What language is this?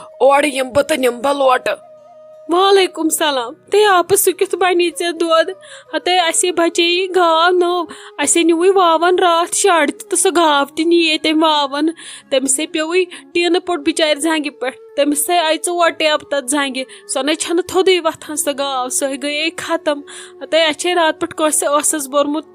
Kashmiri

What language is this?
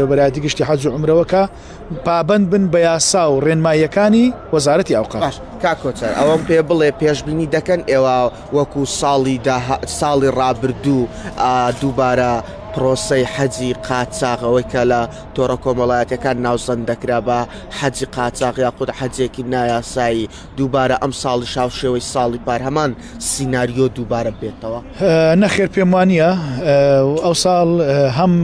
Central Kurdish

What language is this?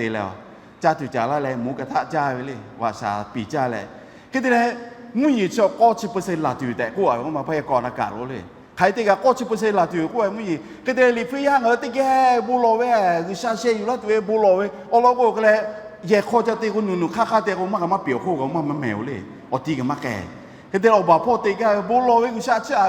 Lahu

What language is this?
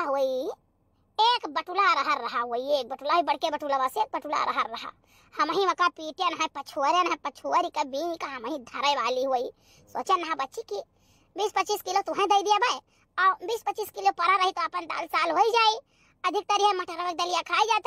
Awadhi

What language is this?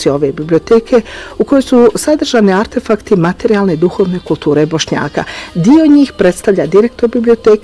Bosnian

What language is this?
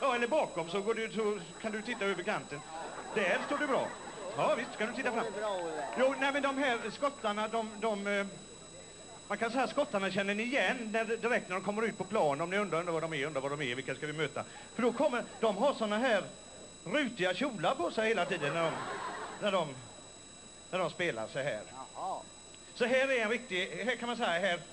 Swedish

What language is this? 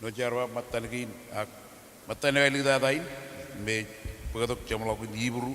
Marshallese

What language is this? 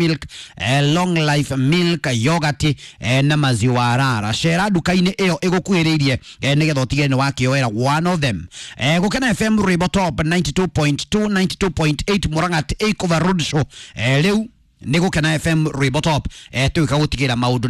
Kikuyu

